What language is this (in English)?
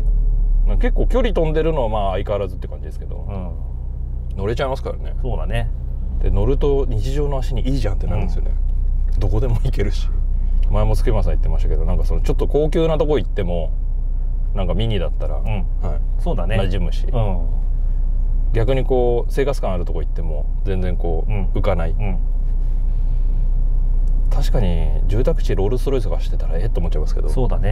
Japanese